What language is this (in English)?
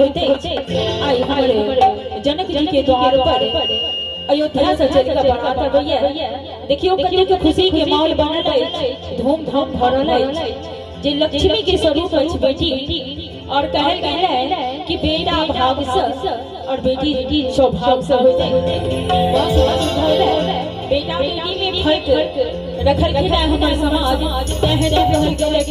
Maithili